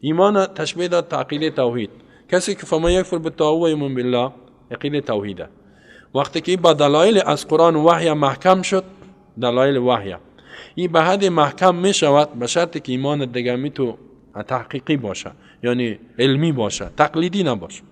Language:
Persian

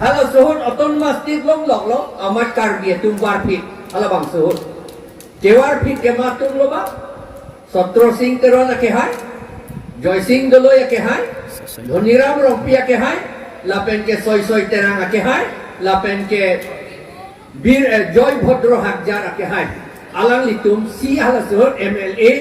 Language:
Karbi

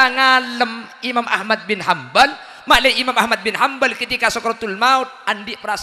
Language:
Madurese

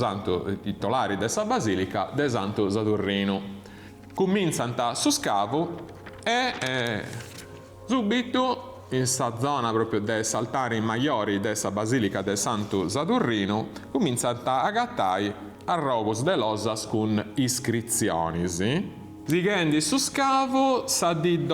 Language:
Sardinian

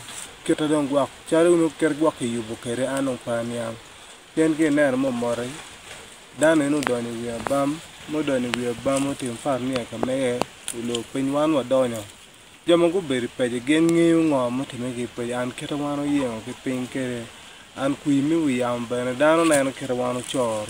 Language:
Acoli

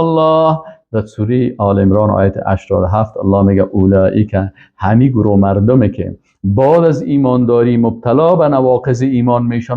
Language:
Persian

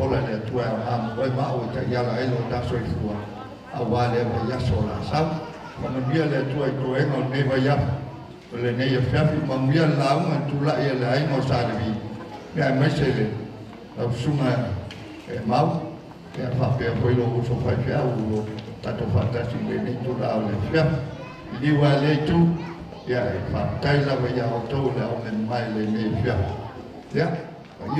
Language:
Samoan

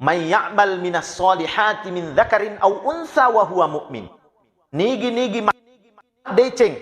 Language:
Buginese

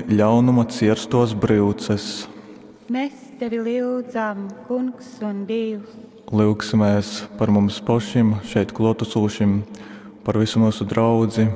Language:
Latgalian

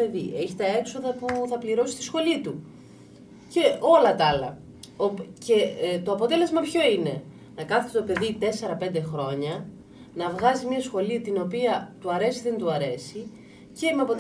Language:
Greek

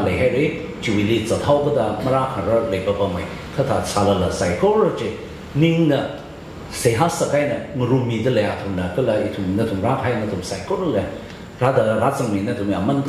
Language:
Tangkhul Naga (India)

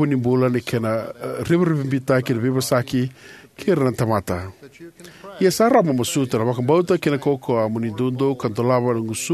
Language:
Fijian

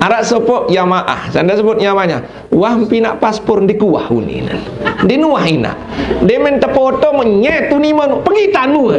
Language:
Sasak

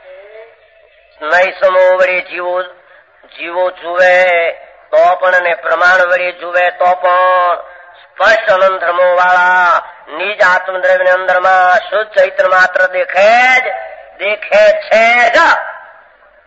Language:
Gujarati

